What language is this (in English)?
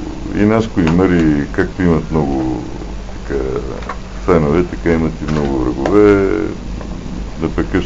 Bulgarian